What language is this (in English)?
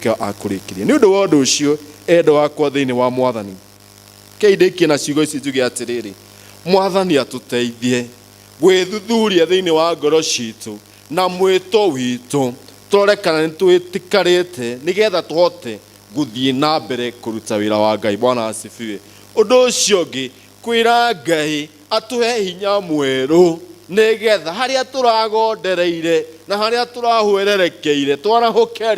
Kikuyu